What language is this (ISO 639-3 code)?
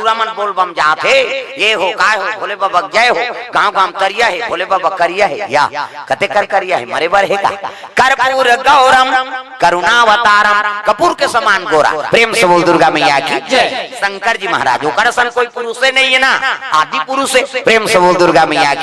hne